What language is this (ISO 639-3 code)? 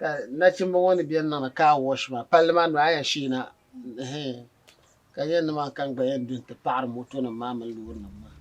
dag